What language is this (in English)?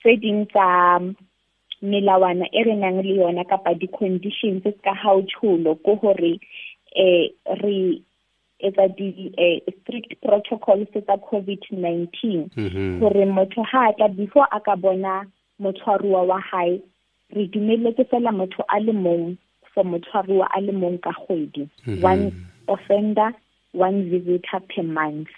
Southern Sotho